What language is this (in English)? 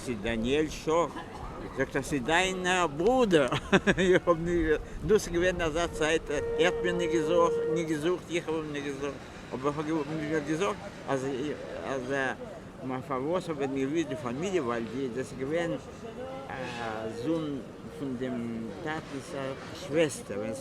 Yiddish